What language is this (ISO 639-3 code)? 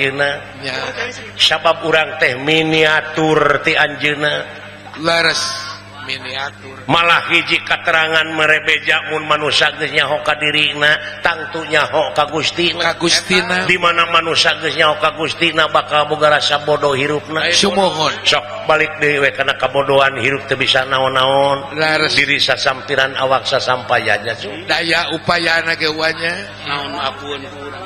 sun